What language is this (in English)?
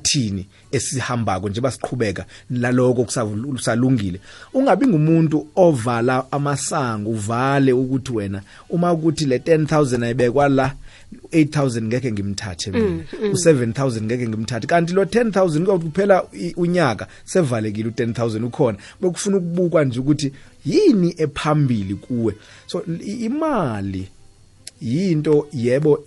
South Ndebele